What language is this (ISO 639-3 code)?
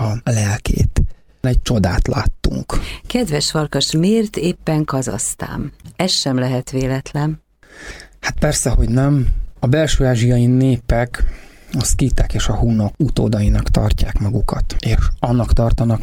hun